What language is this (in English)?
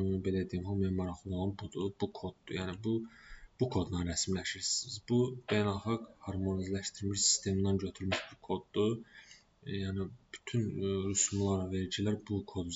Azerbaijani